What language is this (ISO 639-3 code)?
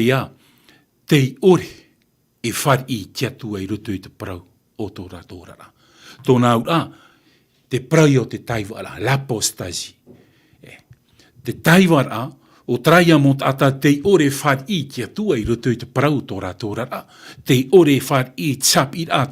tah